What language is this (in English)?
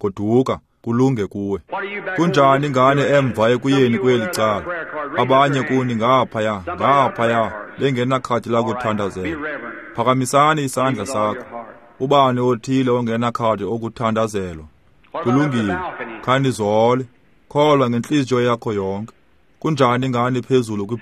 Xhosa